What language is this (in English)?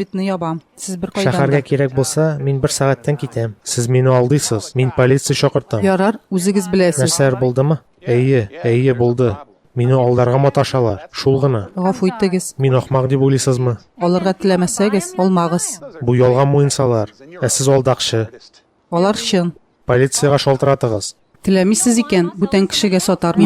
Tatar